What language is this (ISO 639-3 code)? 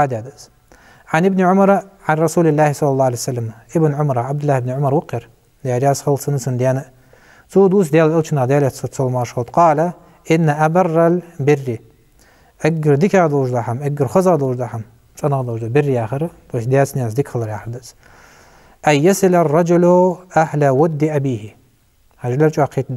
inh